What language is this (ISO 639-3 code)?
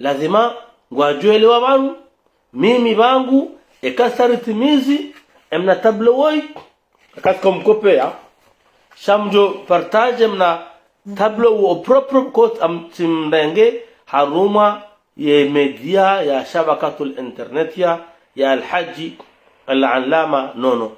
zdj